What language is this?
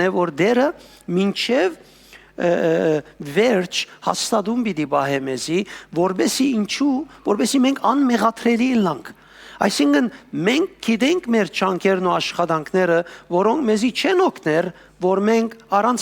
Western Armenian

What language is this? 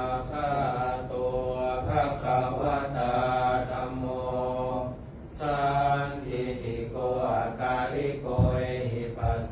Pali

